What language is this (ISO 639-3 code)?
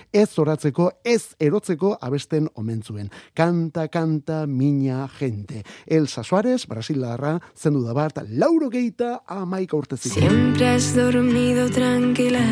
eus